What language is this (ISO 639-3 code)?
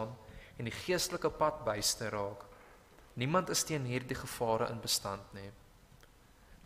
afr